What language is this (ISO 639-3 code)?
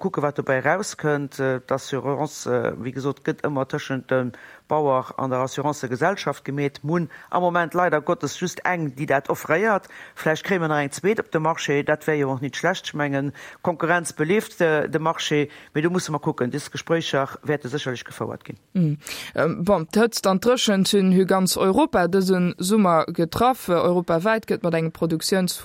ltz